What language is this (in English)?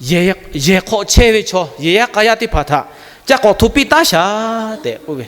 Lahu